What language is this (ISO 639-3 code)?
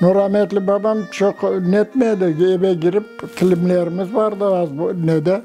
crh